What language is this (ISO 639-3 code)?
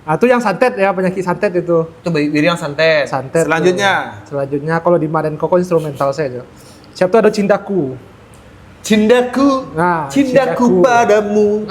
min